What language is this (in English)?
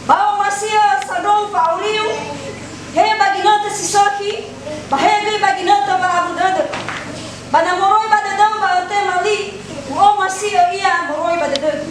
Nias